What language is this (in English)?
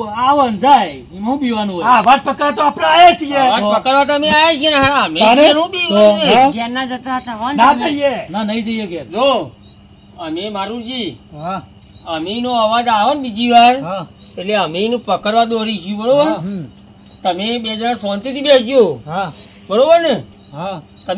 Gujarati